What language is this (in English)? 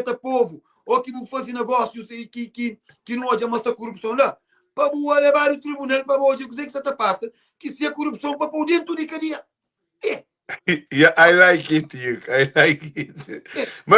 Kabuverdianu